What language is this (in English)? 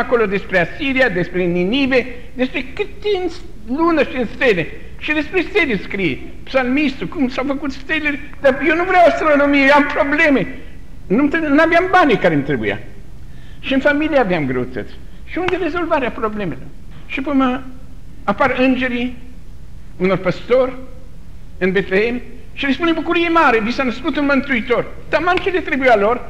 Romanian